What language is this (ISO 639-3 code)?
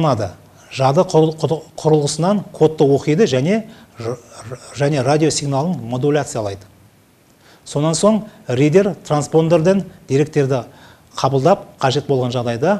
kaz